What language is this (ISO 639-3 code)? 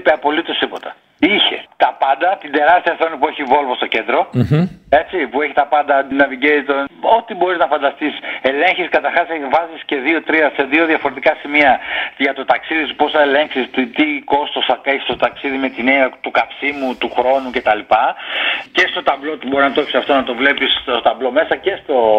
ell